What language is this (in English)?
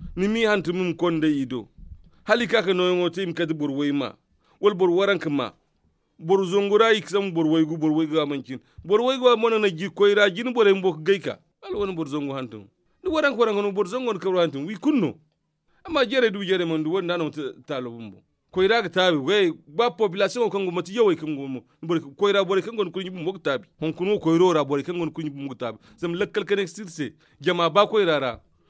Zarma